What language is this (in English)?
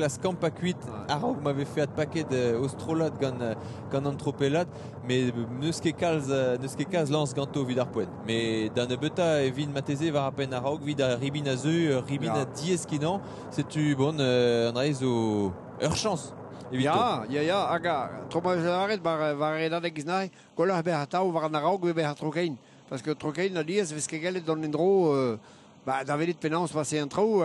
Breton